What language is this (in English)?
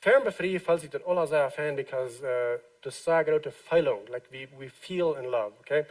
Plautdietsch